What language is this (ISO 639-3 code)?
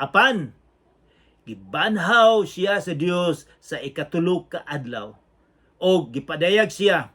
ceb